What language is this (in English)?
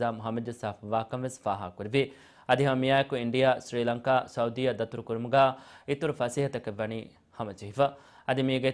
Divehi